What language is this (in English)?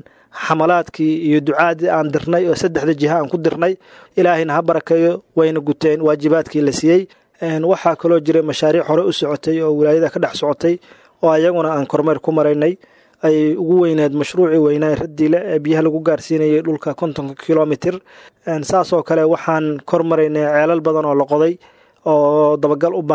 Somali